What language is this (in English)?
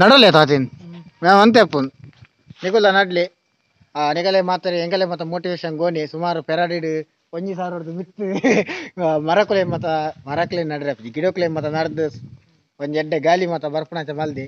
Tulu